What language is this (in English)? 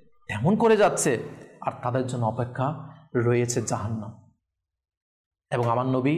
Bangla